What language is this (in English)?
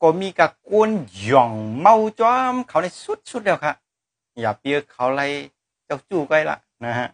Shan